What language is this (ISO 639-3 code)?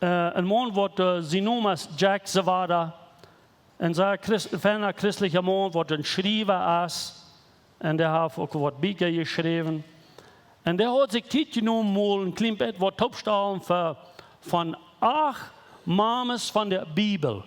pdt